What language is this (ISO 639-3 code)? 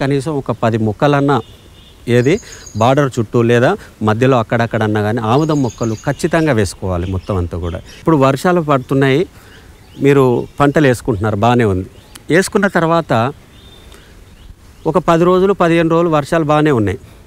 tel